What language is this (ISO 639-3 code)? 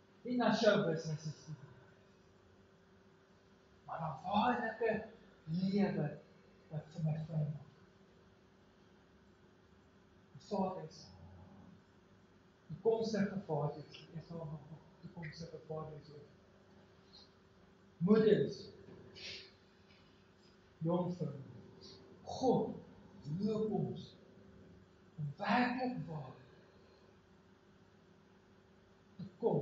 afr